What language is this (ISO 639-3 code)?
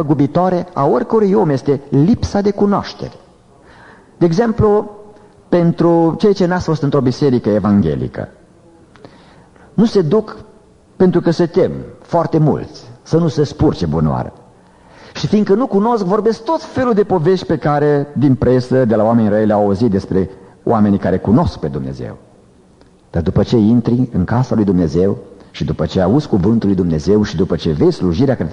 ron